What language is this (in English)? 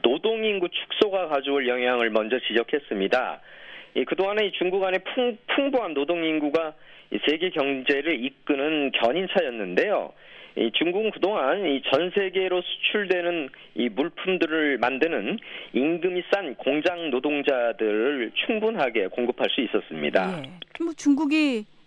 Korean